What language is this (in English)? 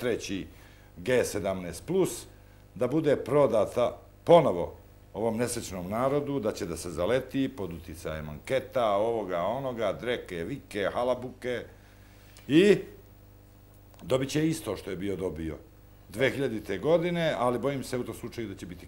Serbian